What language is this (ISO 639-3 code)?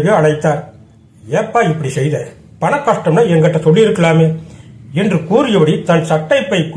tam